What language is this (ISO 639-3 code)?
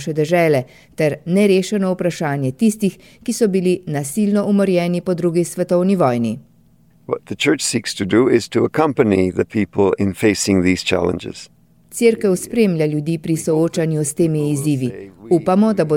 slv